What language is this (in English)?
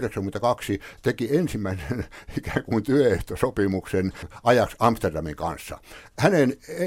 Finnish